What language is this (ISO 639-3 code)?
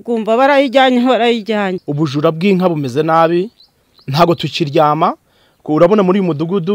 kin